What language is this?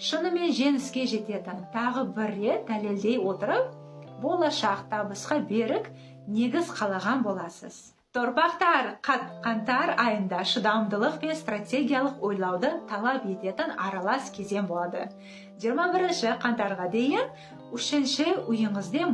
Kazakh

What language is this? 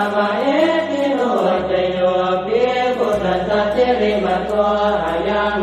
Pali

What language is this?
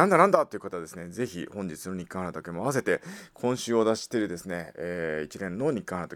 Japanese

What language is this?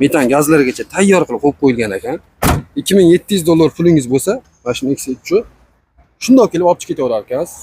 Uzbek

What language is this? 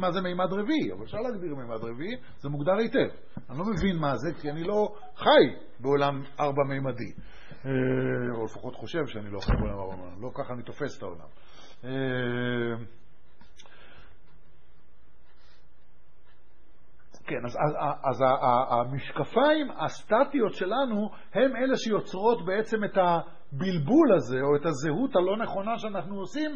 Hebrew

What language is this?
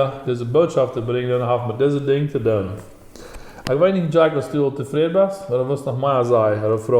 Plautdietsch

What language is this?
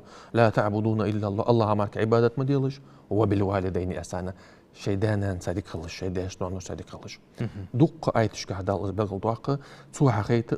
Ingush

